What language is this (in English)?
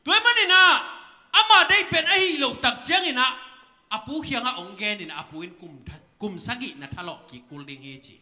Tedim Chin